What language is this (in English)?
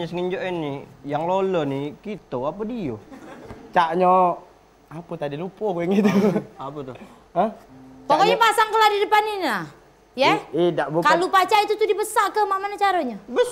Musi